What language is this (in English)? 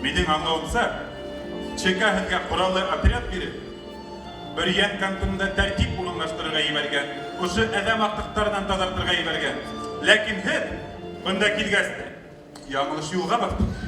Bashkir